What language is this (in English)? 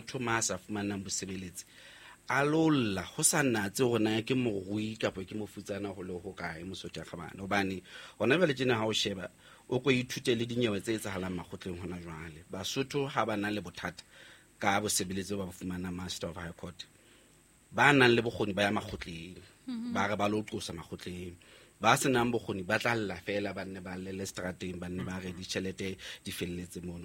Southern Sotho